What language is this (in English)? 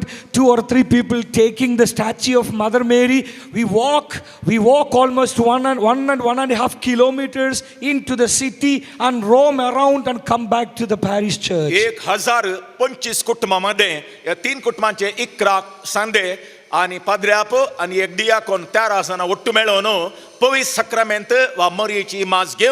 Konkani